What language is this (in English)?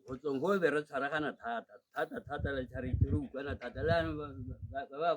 Tswana